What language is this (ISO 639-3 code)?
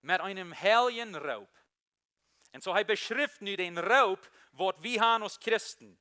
pdt